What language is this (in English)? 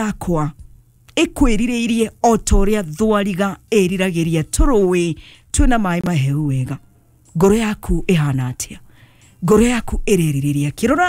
Kikuyu